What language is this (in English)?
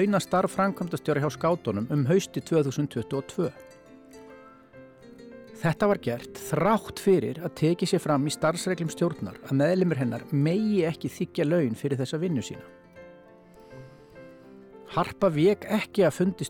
Icelandic